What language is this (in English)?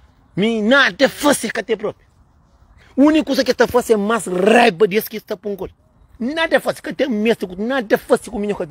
Kabuverdianu